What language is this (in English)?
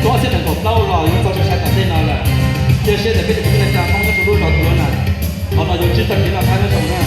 Hmong